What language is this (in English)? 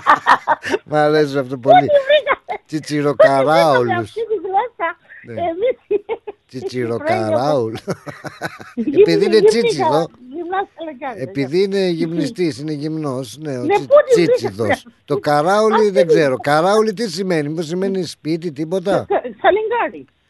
Greek